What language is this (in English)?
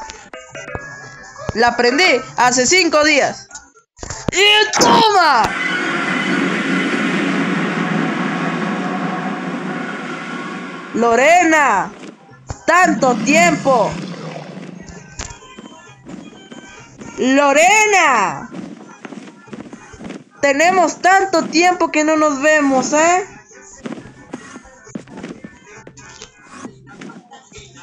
Spanish